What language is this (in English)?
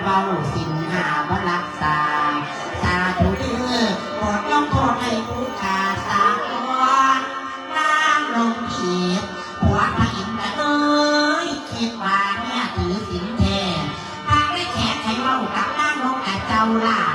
Lao